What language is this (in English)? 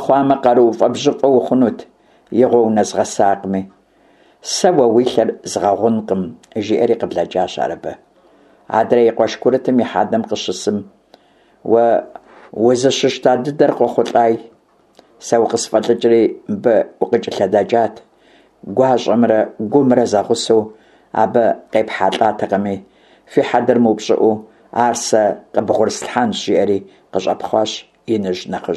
Kabardian